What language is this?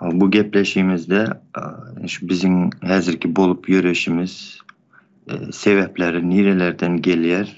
Turkmen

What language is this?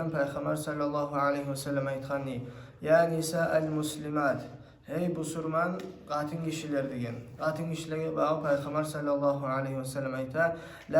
Kumyk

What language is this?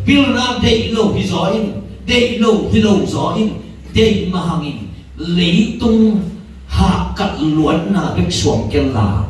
Tedim Chin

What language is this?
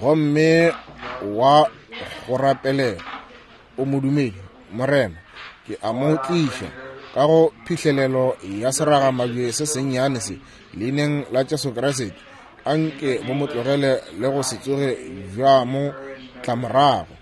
Northern Sotho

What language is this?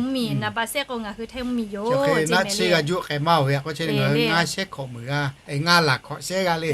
Lahu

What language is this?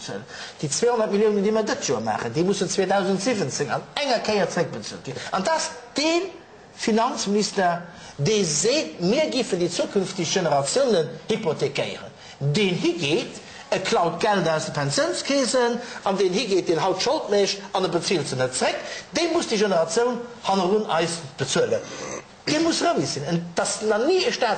Luxembourgish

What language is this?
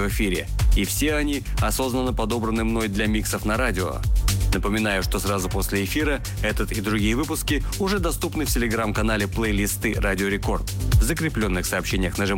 Russian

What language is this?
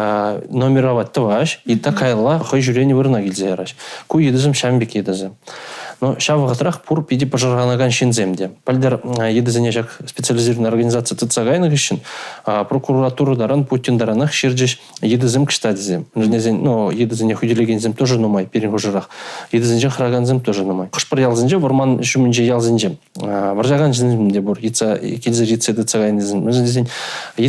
Chuvash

